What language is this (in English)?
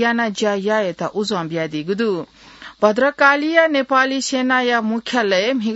Newari